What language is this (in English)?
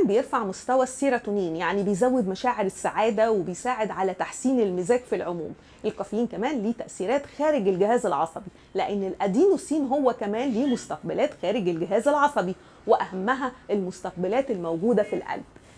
Egyptian Arabic